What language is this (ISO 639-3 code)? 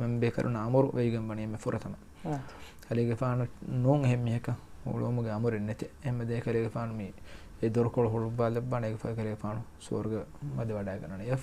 div